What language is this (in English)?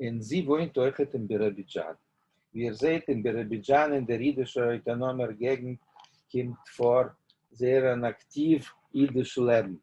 Yiddish